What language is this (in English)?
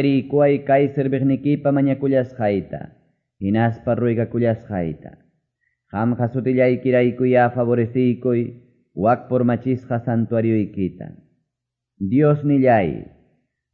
Quechua